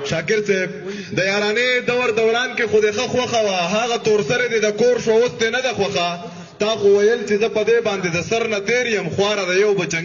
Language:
Pashto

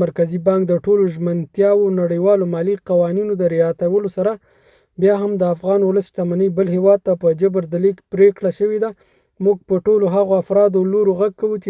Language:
Pashto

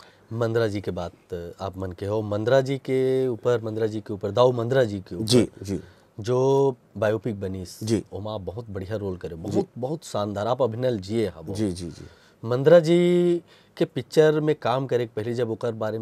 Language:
Chhattisgarhi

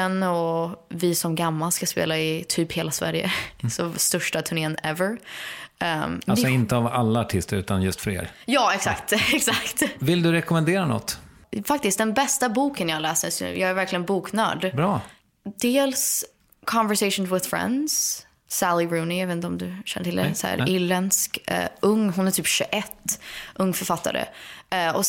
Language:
Swedish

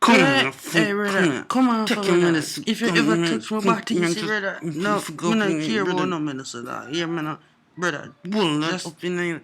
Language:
Jamaican Creole English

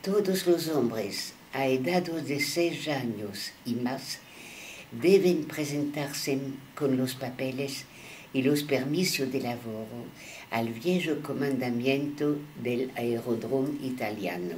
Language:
Ladino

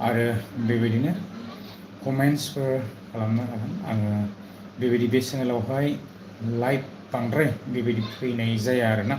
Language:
Bodo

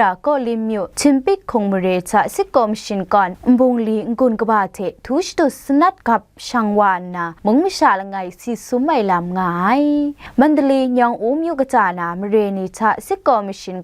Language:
Kachin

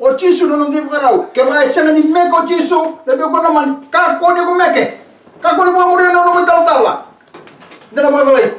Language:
Fijian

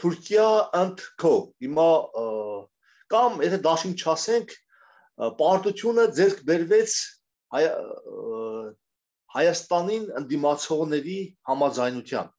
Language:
Armenian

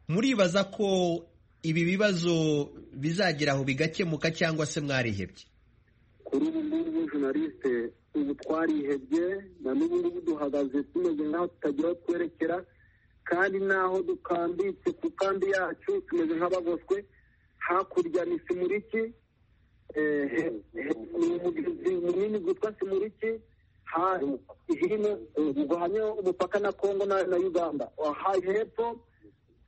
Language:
Kinyarwanda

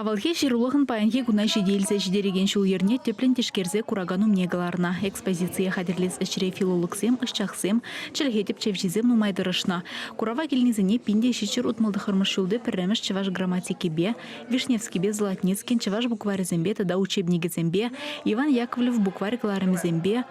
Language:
Chuvash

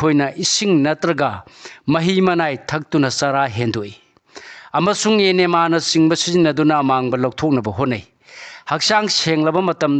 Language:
Manipuri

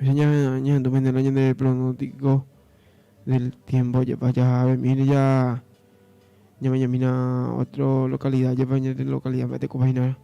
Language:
Guarani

